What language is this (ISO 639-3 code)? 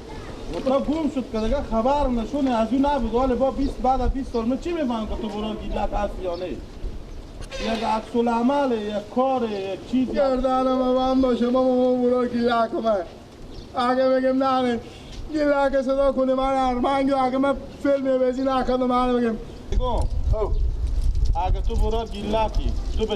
fas